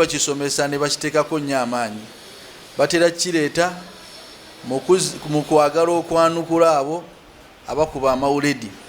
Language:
Ganda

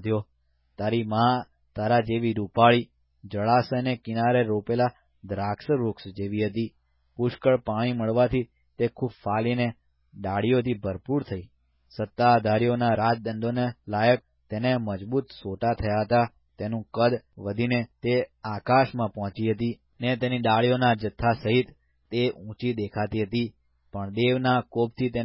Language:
Gujarati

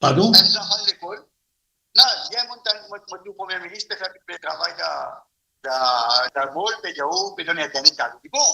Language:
Morisyen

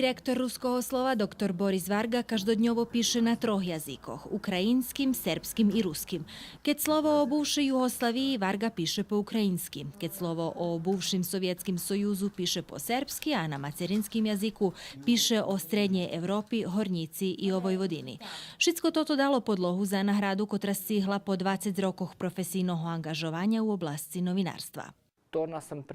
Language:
Rusyn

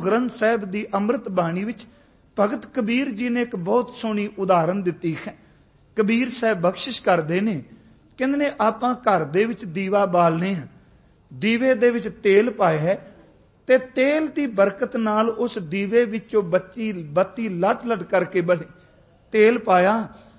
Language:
Punjabi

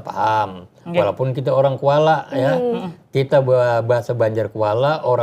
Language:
Banjar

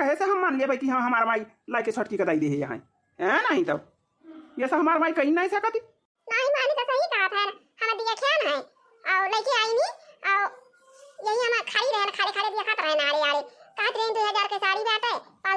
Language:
Awadhi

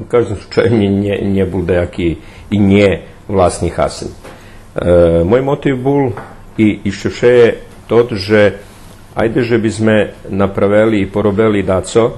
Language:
Rusyn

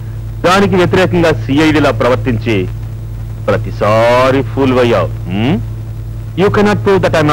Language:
Telugu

